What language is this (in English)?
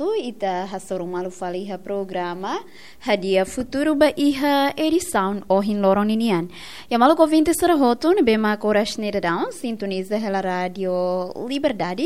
Tetum